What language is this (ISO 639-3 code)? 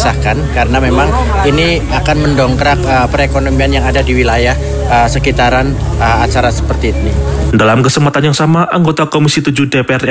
ind